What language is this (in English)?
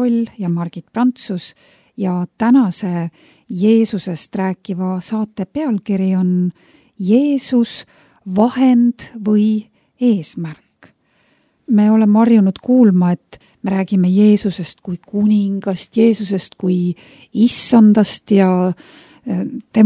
Estonian